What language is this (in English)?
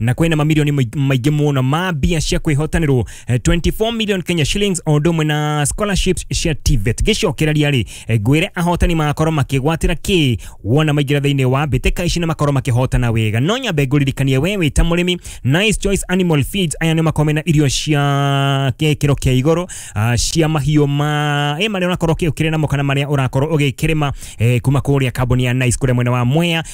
Kikuyu